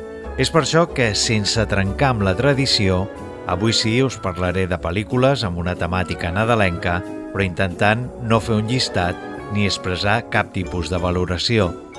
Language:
Catalan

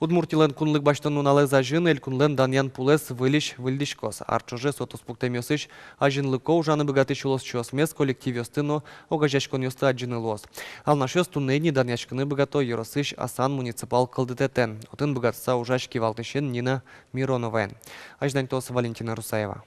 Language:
Udmurt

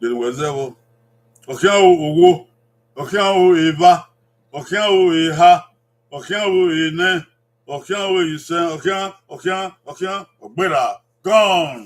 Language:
Bini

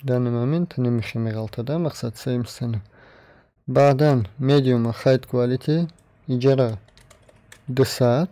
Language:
Tajik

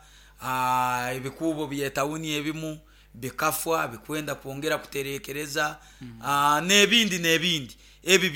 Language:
Nyoro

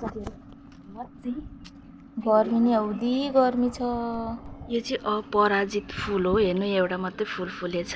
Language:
Nepali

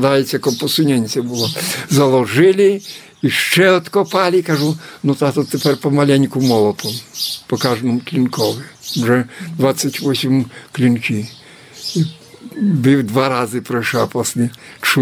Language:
Ukrainian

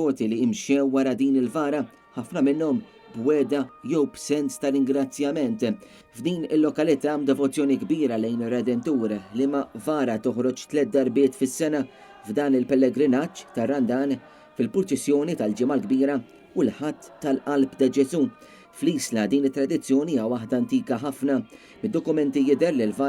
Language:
Maltese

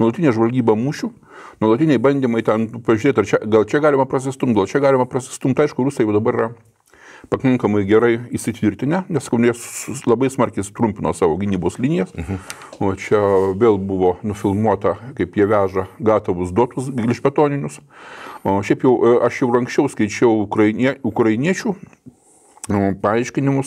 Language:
Lithuanian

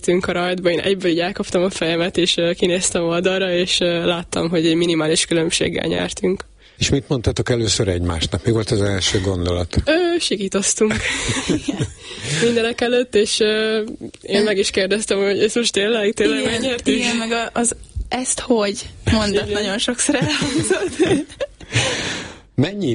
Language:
Hungarian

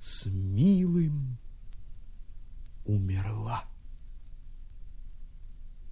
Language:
Russian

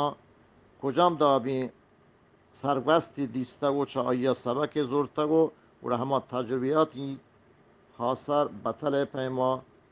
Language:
Eastern Balochi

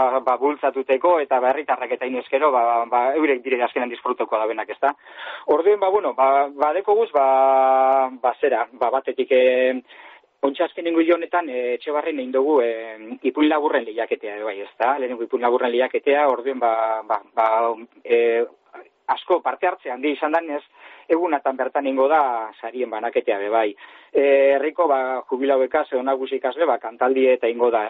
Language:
Basque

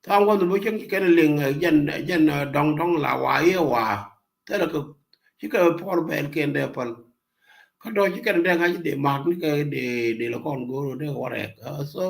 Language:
Nuer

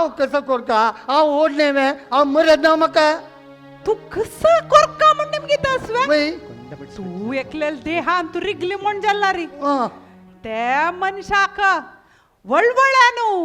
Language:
Konkani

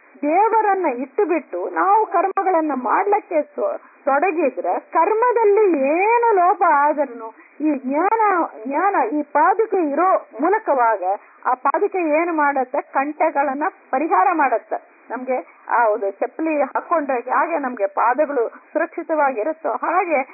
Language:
Kannada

